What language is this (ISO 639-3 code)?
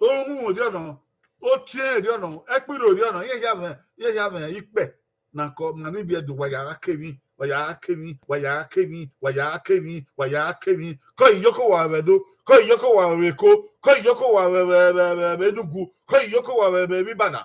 bin